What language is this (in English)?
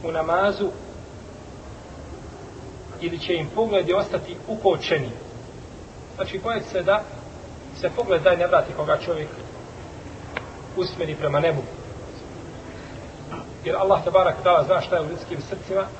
Bosnian